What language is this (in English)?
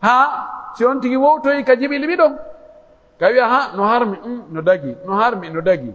Pular